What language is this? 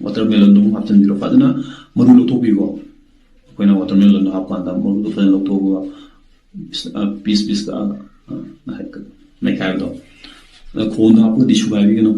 Manipuri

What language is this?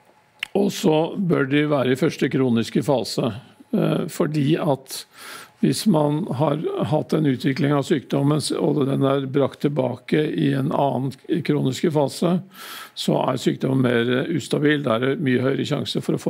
Norwegian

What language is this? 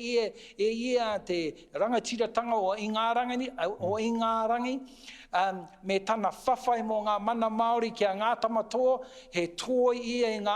Māori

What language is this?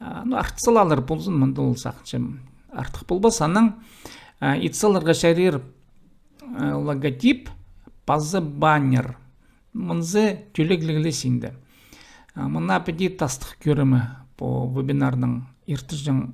Khakas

